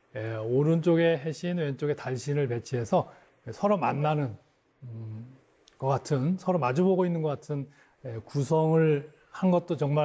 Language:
Korean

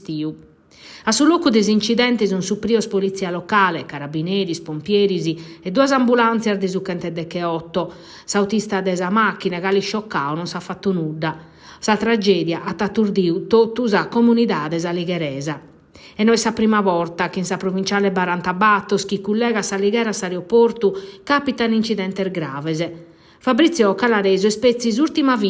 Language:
Sardinian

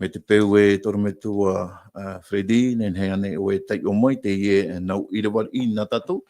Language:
Tahitian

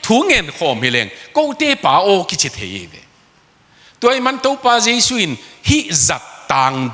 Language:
Tedim Chin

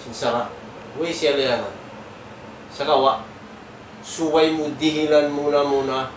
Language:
Tausug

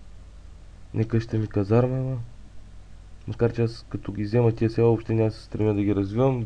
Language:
Bulgarian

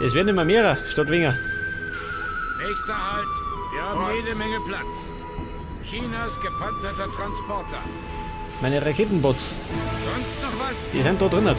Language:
Bavarian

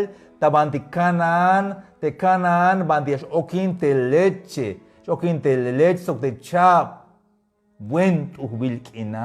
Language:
Tzeltal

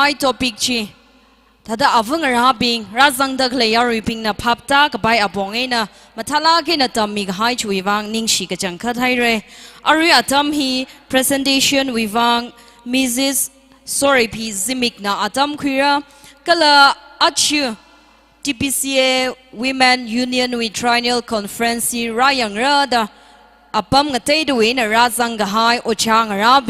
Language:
Tangkhul Naga (India)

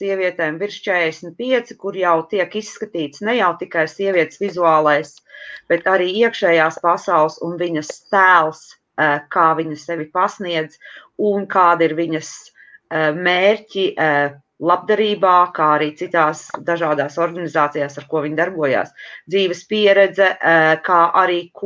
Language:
Latvian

